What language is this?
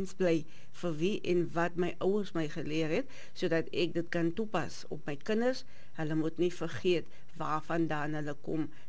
Afrikaans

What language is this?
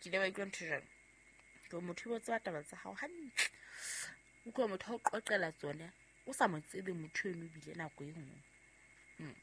Southern Sotho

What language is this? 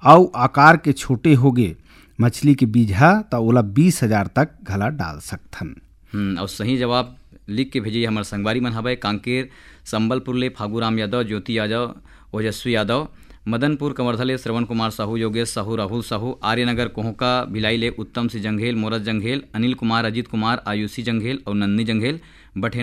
Chhattisgarhi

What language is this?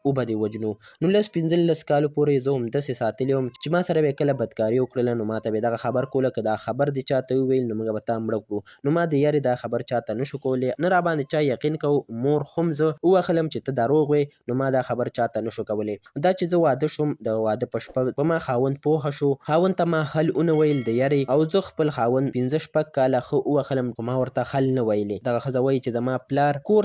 Pashto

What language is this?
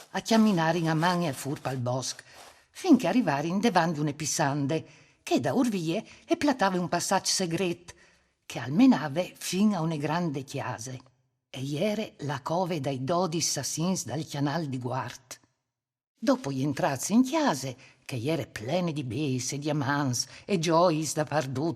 Friulian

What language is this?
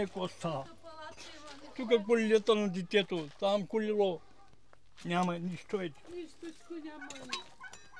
Bulgarian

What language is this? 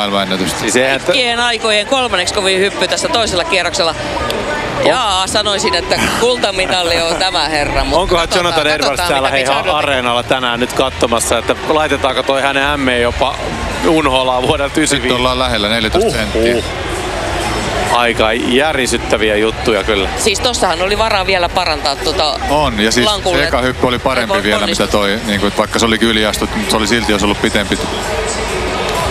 Finnish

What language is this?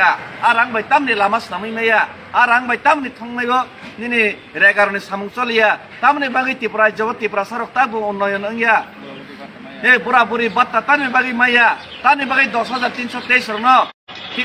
Kok Borok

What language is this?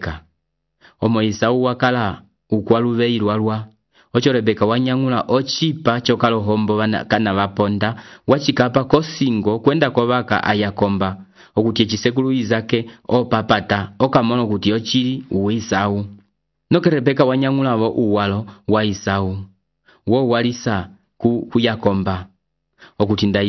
Umbundu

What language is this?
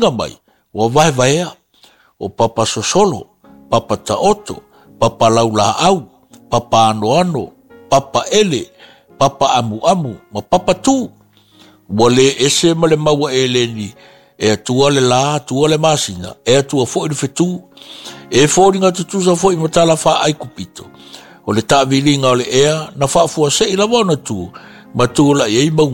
Samoan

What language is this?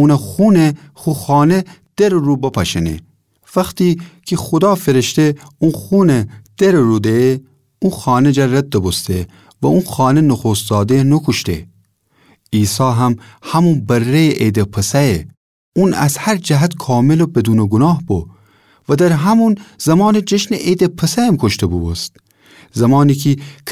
Gilaki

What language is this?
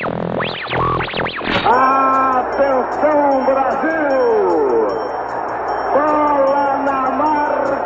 Portuguese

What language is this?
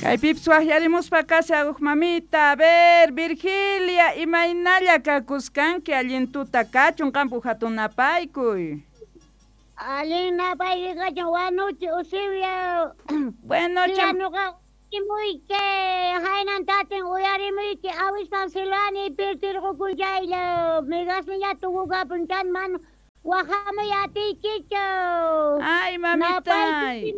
South Bolivian Quechua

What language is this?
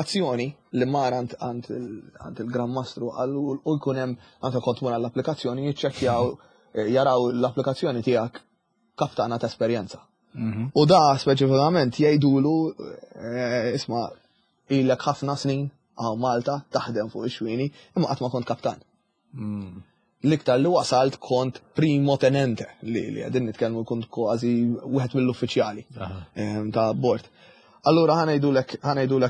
Maltese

